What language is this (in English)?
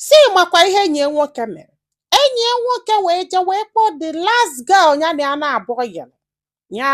Igbo